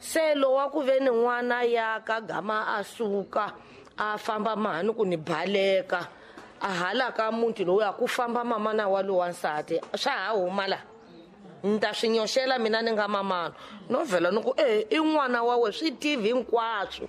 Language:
Tsonga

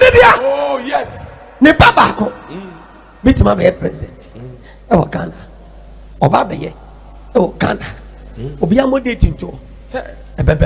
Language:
Akan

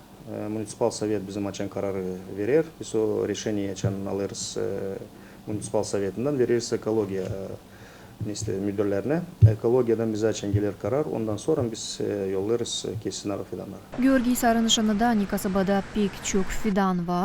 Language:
Gagauz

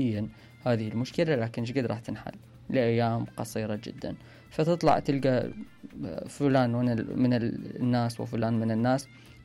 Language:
Mesopotamian Arabic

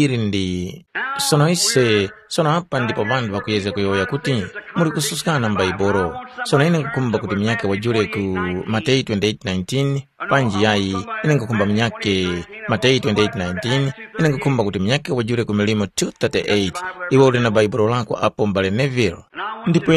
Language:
Tumbuka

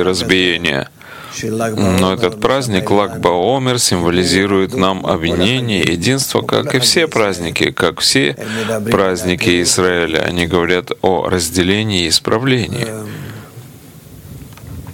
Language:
Russian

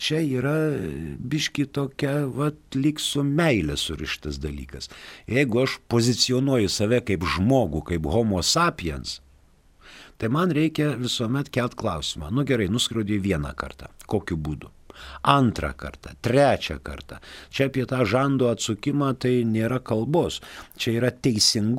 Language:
Lithuanian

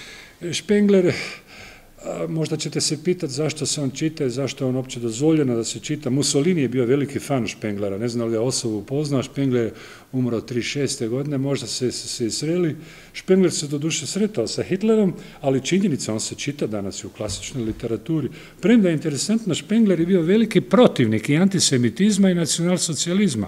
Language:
Croatian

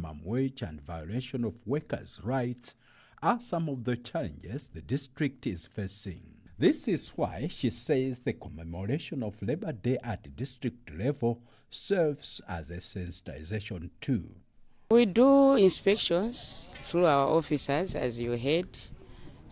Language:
English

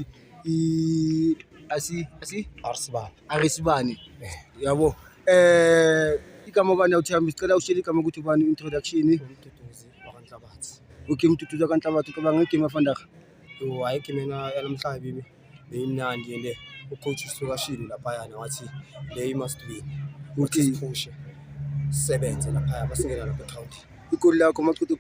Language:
Zulu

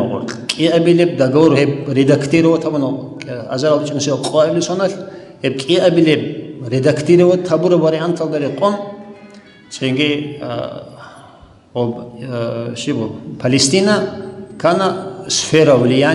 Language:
Avaric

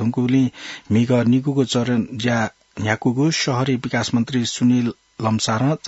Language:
Newari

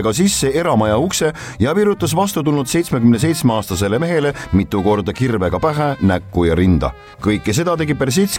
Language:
Estonian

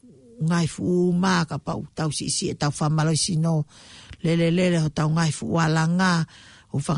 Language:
Tongan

